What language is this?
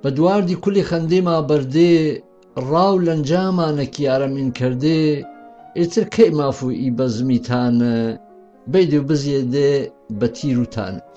Gurani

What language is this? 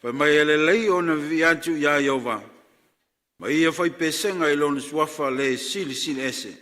Samoan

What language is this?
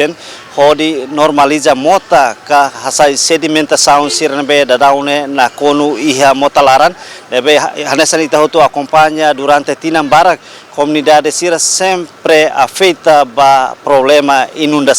Tetum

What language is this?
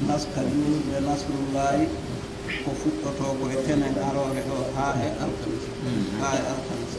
Pular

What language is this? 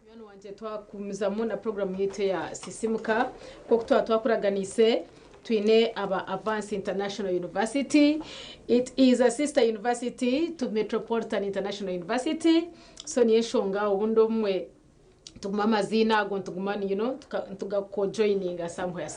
Nyankole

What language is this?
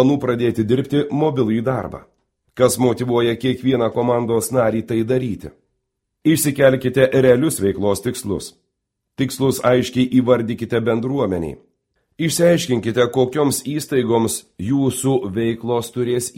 Lithuanian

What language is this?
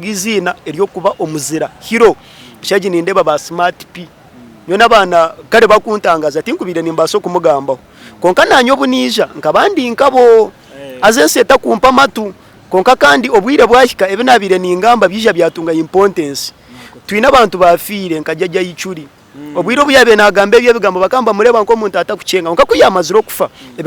Nyankole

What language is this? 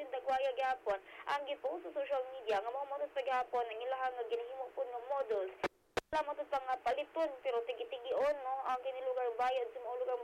Cebuano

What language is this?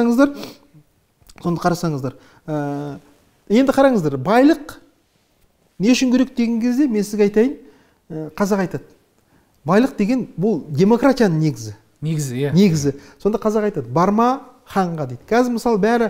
Kazakh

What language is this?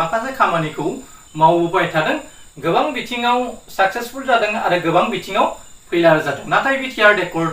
Bodo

